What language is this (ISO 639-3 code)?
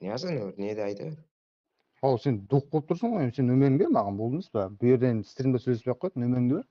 kaa